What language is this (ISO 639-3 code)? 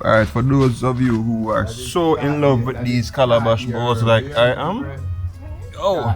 jam